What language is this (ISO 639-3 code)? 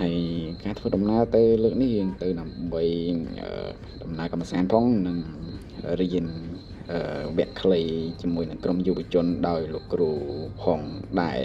khm